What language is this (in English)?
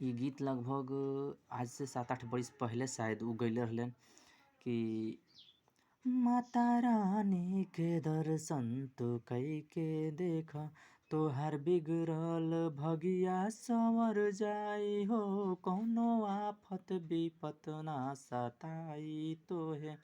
Bhojpuri